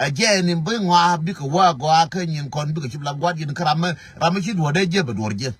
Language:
Nuer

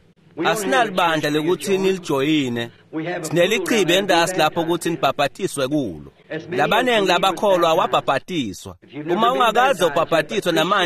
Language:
Swati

